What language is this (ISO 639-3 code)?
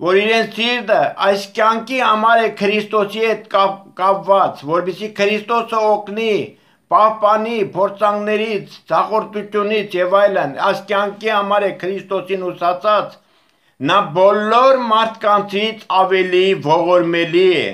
hye